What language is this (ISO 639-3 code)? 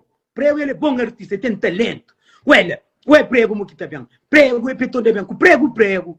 kea